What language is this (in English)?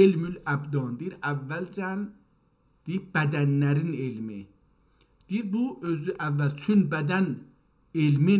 South Azerbaijani